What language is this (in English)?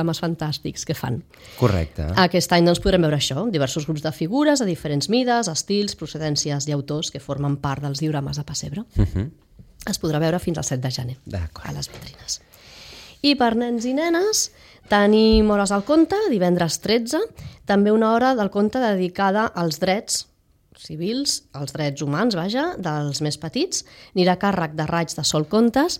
Catalan